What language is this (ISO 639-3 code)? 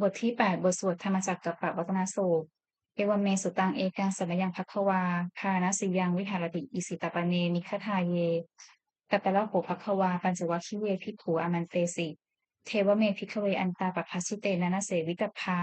pli